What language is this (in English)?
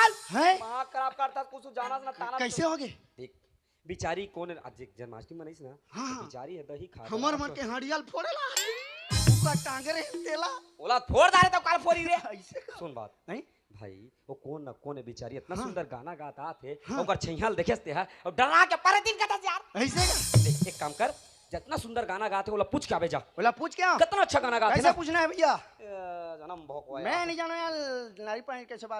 Chhattisgarhi